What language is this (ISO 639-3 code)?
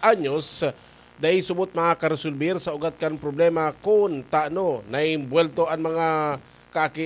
bik